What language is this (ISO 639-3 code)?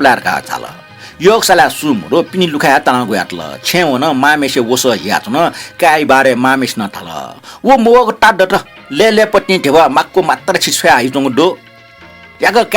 new